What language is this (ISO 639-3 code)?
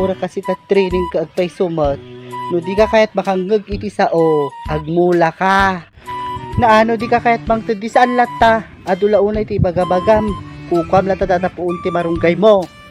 ilo